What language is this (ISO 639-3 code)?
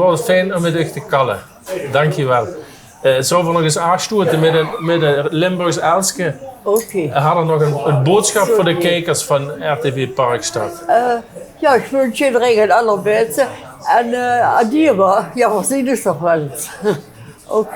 lim